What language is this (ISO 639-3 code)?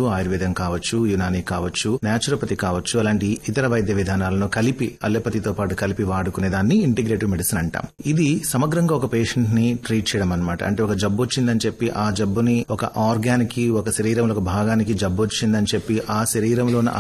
tel